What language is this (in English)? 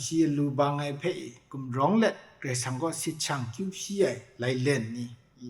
Kachin